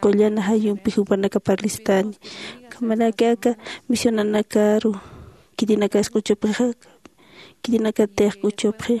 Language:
Aymara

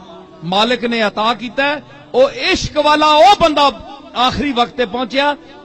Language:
Saraiki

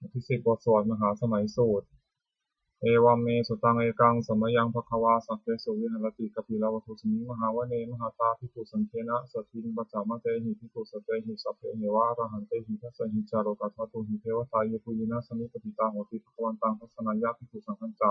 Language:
Pali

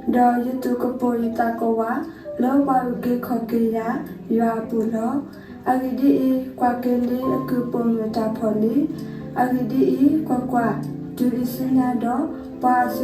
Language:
S'gaw Karen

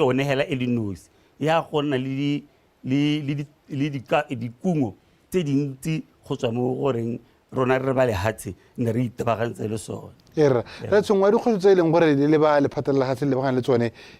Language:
Tswana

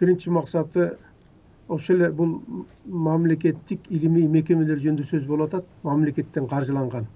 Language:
Kyrgyz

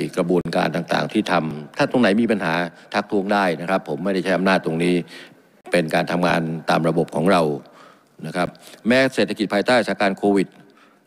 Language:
Thai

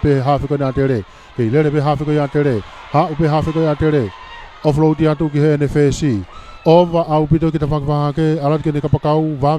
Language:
Tongan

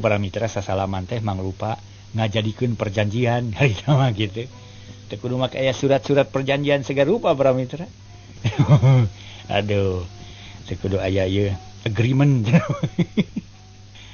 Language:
Sundanese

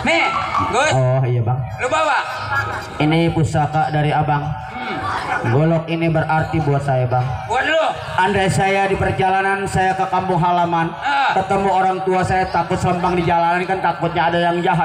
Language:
Betawi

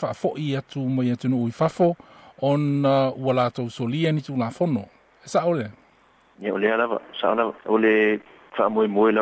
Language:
Samoan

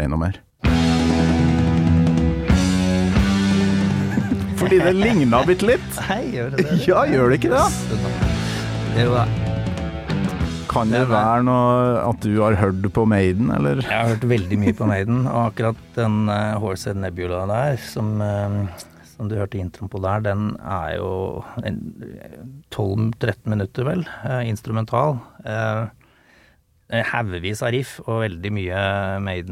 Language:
Norwegian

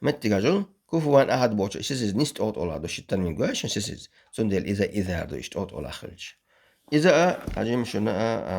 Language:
Chechen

